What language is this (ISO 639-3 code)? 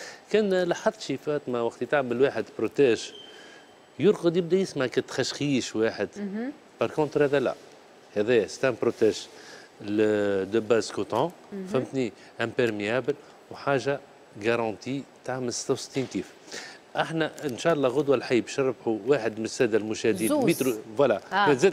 aeb